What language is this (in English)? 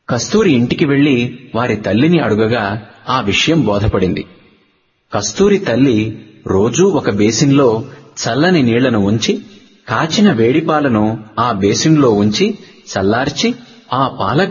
Telugu